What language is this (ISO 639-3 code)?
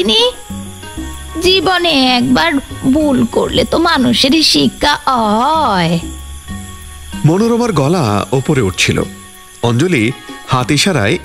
ben